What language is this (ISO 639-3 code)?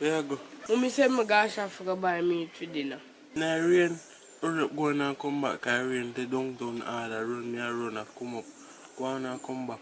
jam